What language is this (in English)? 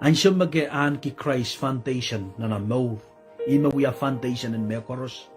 Pohnpeian